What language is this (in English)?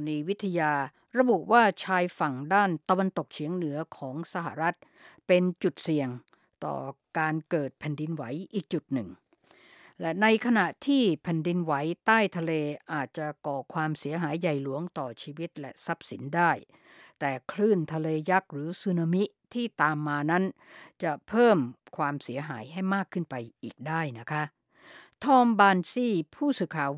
Thai